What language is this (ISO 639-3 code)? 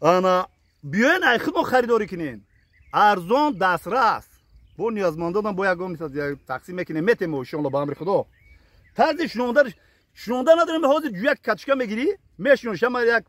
tgk